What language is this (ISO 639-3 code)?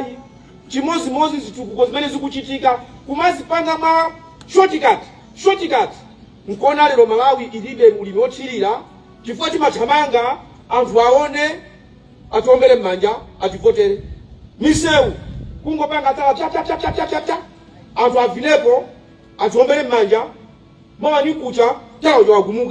nya